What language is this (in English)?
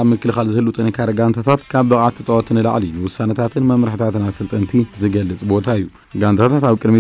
Tigrinya